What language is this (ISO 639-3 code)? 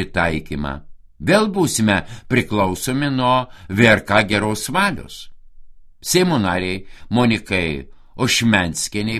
lit